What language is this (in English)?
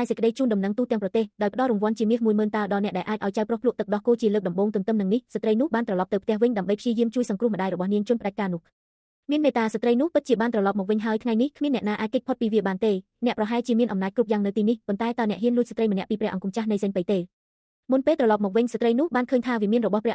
Khmer